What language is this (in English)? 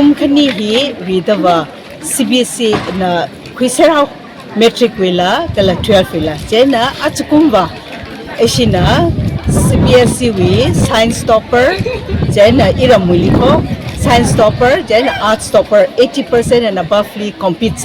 Tangkhul Naga (India)